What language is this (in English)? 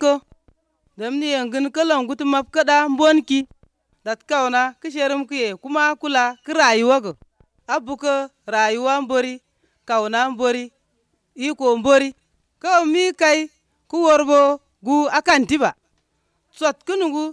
Azerbaijani